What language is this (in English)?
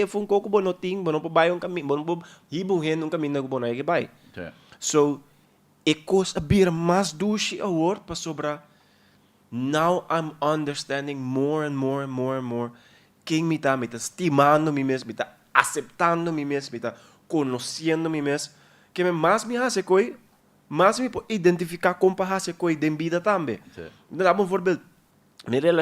Papiamento